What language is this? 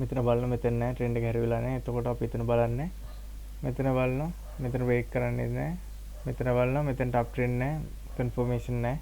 Sinhala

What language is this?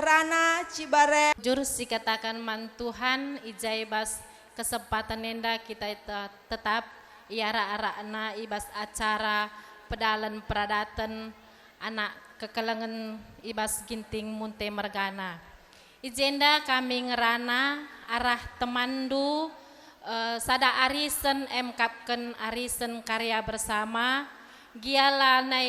Batak Karo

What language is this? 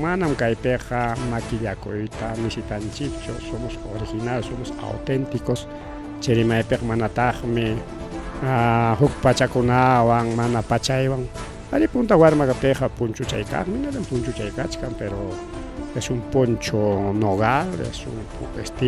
Ayacucho Quechua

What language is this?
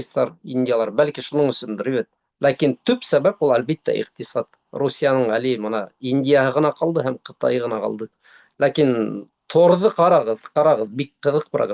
Bashkir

